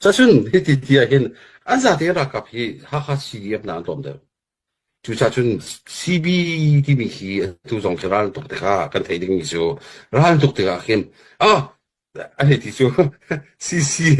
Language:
Hakha Chin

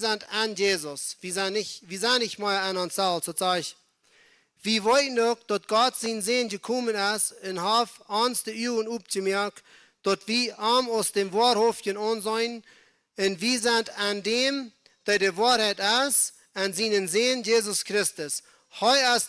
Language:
Plautdietsch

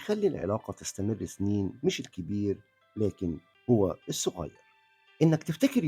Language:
Egyptian Arabic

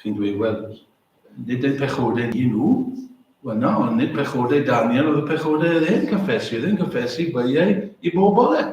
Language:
Welsh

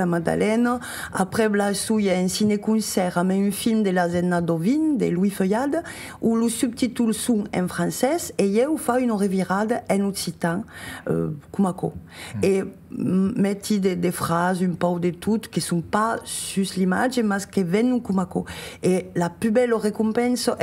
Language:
Occitan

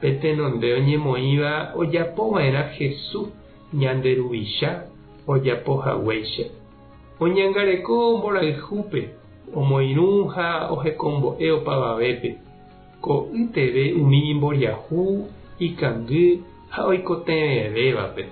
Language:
Guarani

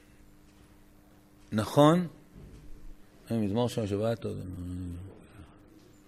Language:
Hebrew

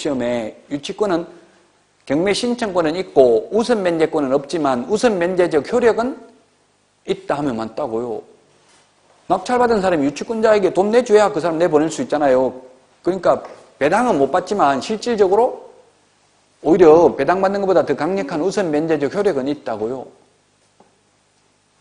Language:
Korean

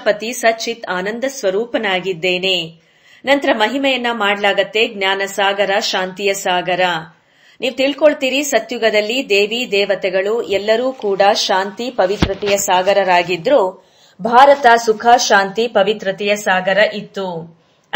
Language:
Kannada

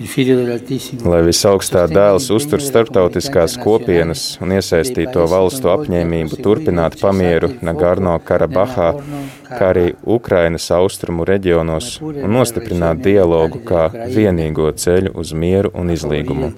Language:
Latvian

